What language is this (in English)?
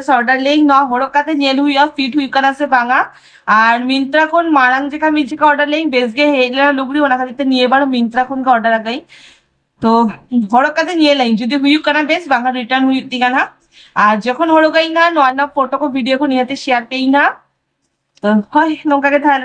Santali